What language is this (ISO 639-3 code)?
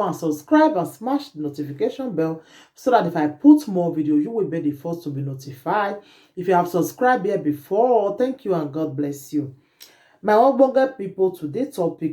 pcm